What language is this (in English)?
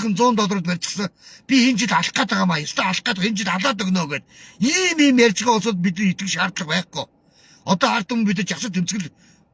Mongolian